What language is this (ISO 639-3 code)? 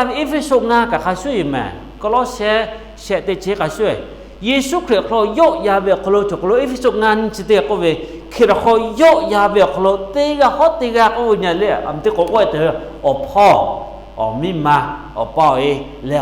lhu